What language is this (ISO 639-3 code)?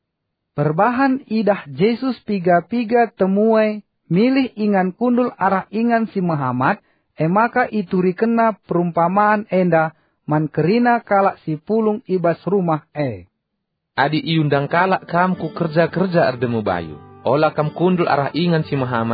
btx